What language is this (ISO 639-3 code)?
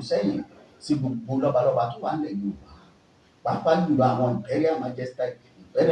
yor